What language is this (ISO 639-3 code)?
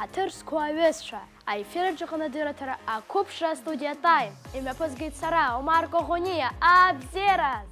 abk